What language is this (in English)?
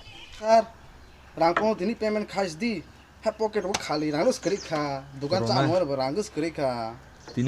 Kok Borok